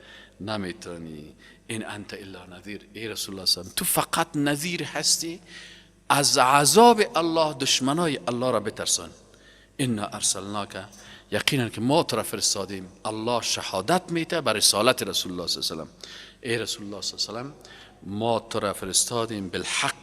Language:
Persian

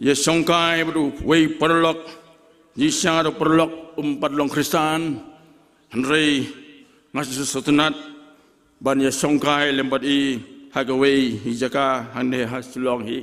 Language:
Khasi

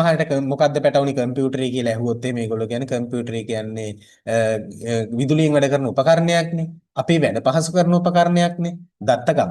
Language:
Sinhala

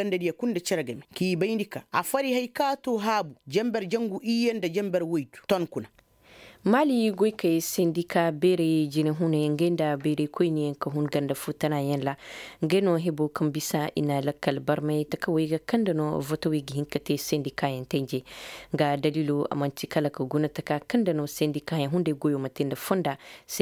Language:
Koyraboro Senni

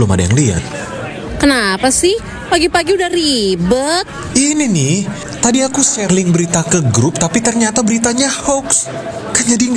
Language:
Indonesian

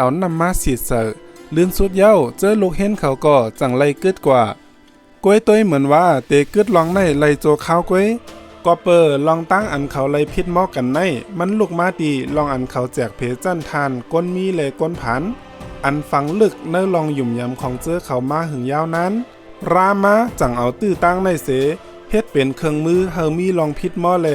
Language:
Shan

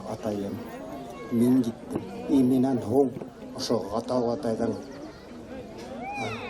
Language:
Bashkir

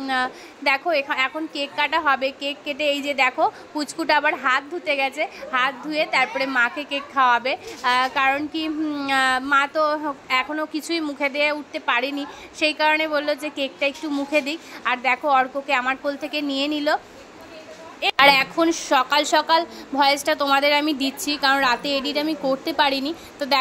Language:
Bangla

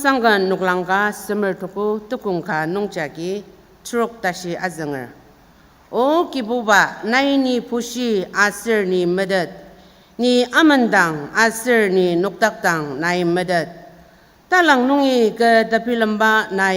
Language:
Ao Naga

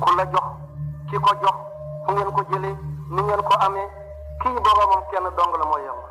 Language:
Wolof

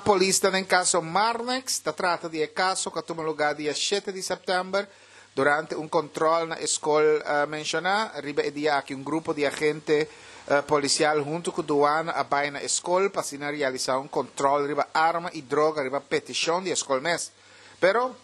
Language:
Papiamento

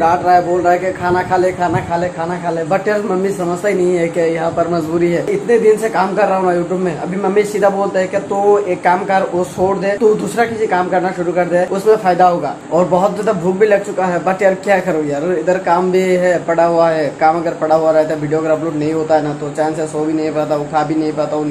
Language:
Hindi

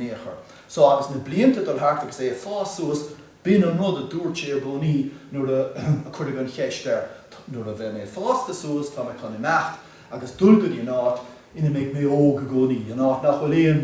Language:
Irish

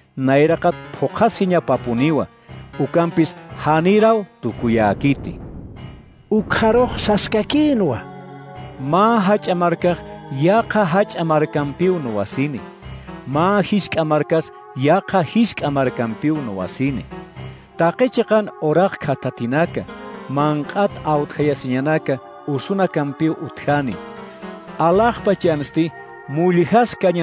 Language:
Aymara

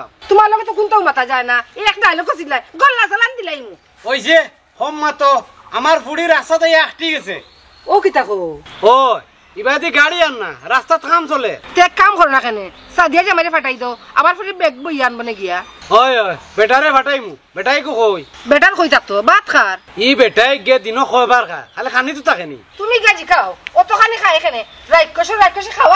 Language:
Sylheti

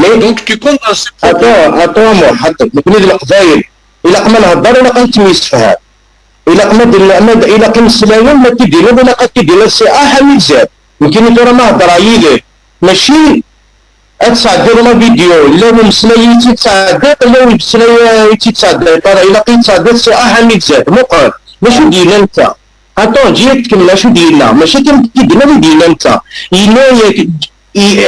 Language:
Kabyle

